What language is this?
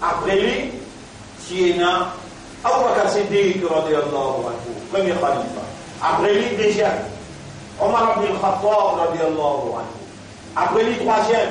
Morisyen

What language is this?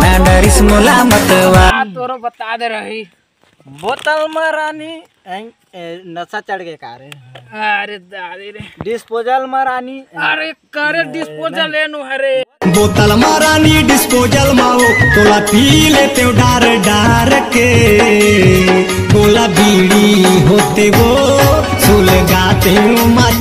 Chhattisgarhi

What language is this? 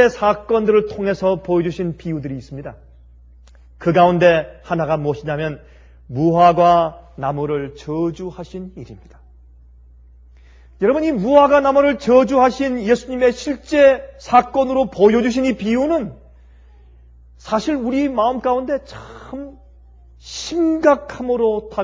Korean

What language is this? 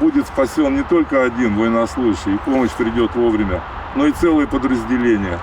Komi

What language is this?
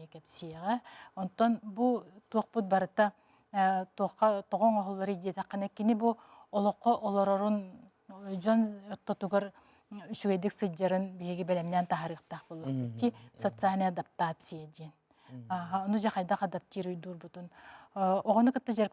Yakut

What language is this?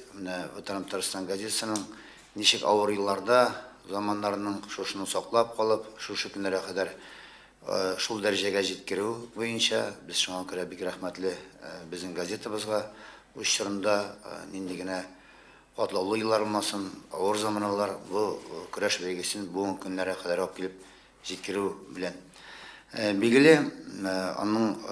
Tatar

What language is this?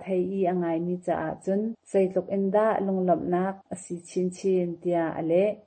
Hakha Chin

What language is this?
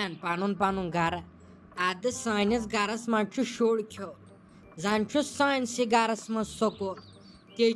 Kashmiri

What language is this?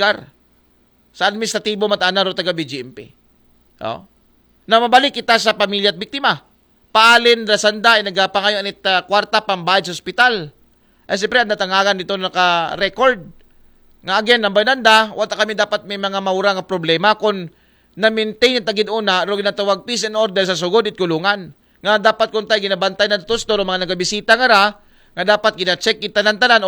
Aklanon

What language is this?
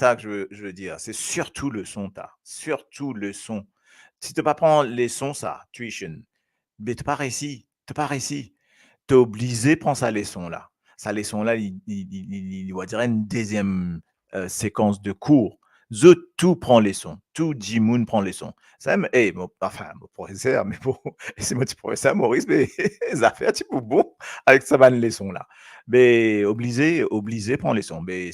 Morisyen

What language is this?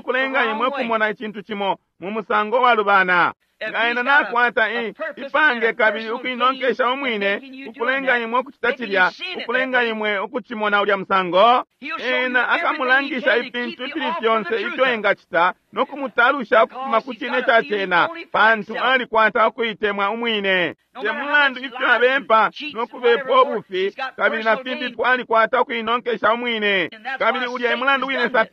Bemba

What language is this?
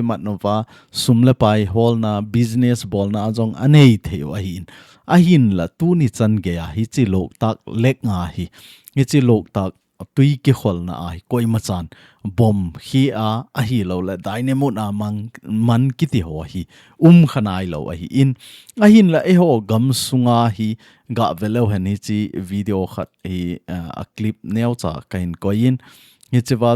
Thado Chin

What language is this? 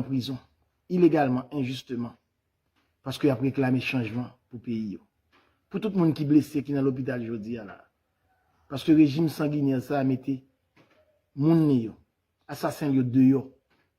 Haitian Creole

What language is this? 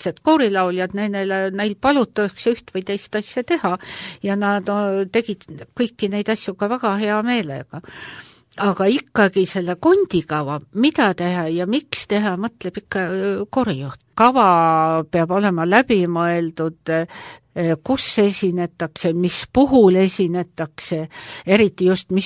Estonian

